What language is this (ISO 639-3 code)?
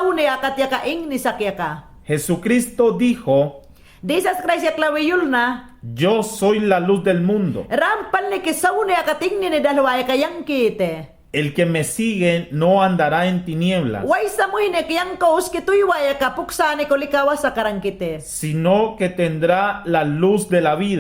yan